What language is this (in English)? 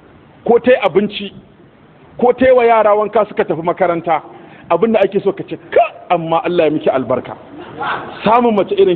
Hausa